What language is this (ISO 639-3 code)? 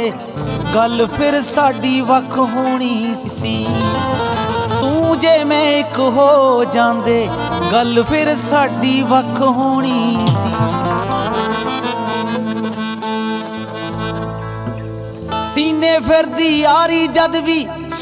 pan